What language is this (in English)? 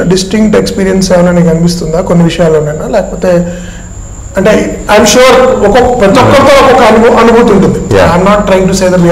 Telugu